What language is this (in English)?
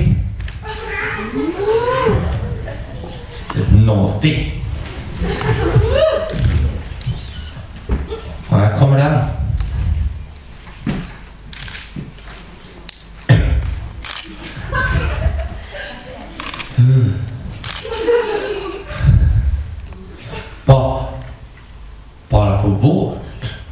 Swedish